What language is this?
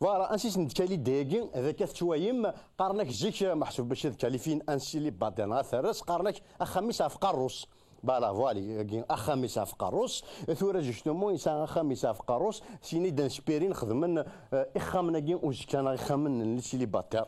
Kabyle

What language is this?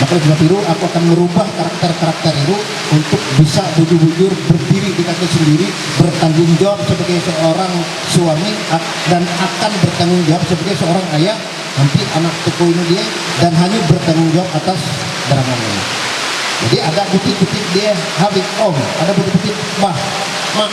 Ma'anyan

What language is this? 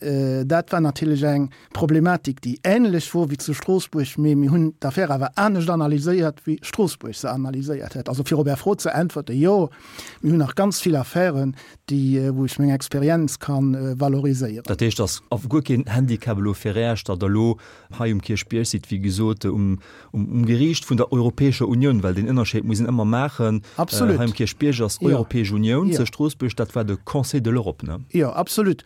Luxembourgish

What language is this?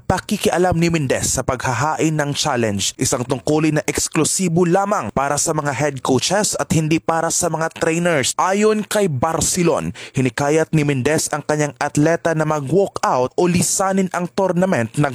Filipino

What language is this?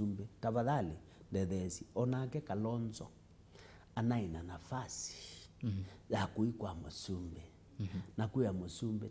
Kamba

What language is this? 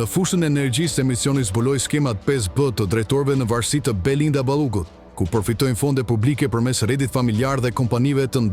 Albanian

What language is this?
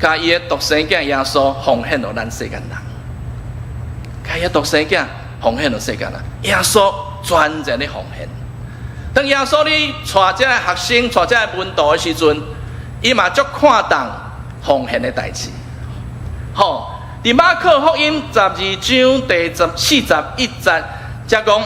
Min Nan Chinese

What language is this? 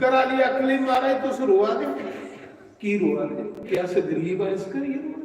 Dogri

